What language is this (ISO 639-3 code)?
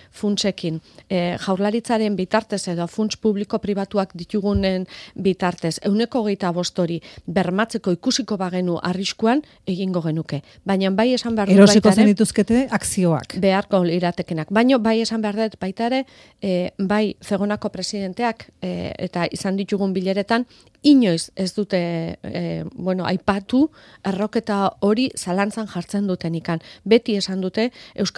eus